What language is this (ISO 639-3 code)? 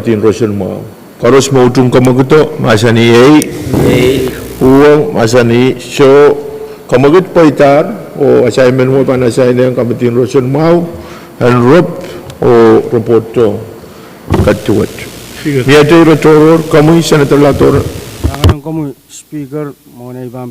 pon